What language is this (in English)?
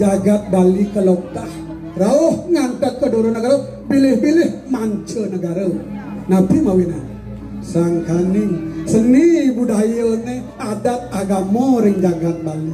Balinese